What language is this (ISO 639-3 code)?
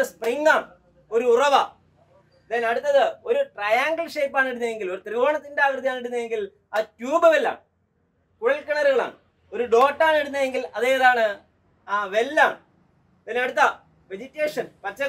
mal